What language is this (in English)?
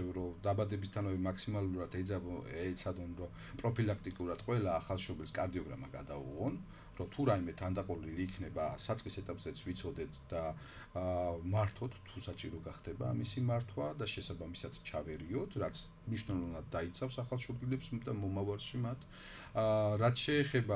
Georgian